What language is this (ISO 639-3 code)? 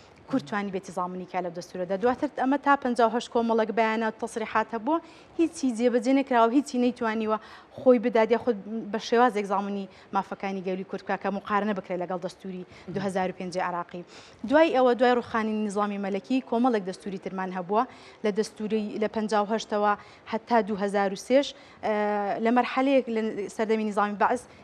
ckb